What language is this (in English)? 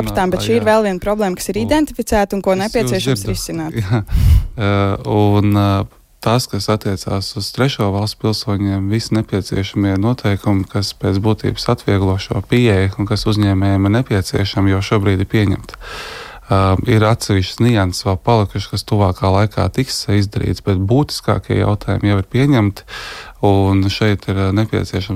Latvian